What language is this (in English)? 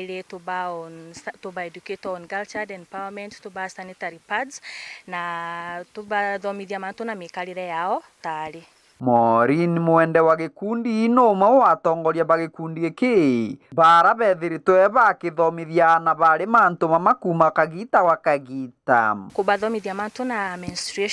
Meru